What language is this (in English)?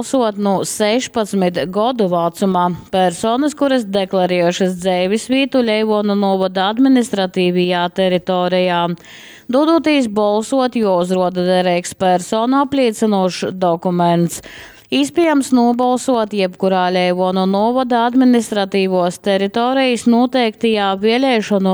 Latgalian